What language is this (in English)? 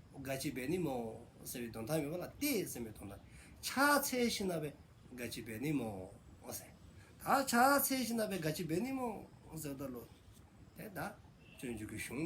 Dzongkha